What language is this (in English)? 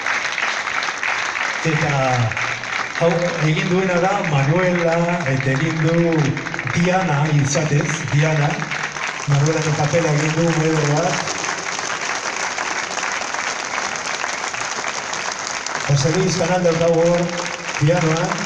Basque